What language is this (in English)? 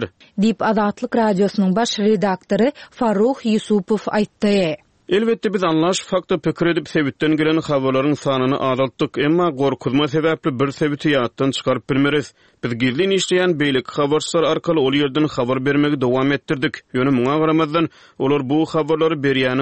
Turkmen